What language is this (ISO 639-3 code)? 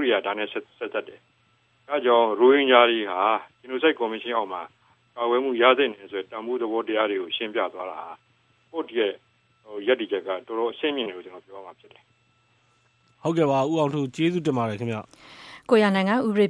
mya